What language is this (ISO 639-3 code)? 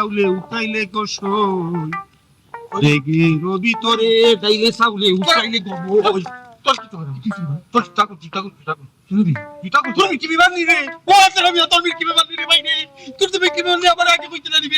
syl